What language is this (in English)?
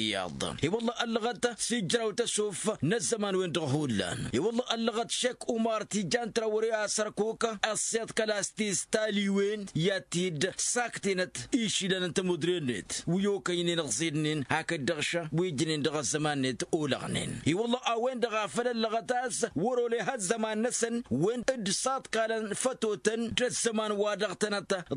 Tamasheq